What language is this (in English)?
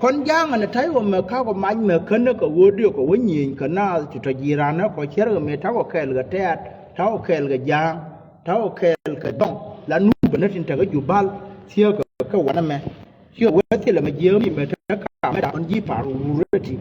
Nuer